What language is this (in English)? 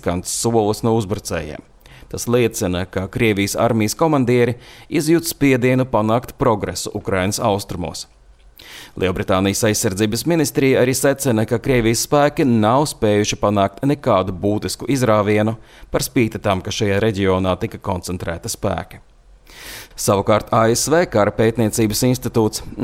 Latvian